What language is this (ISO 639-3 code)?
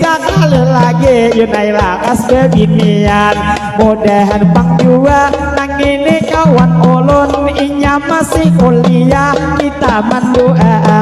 bjn